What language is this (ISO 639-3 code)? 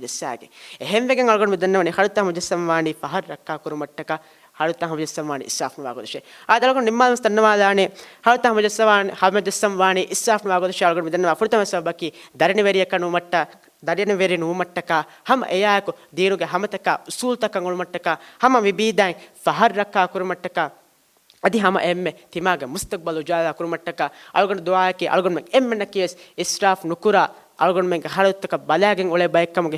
div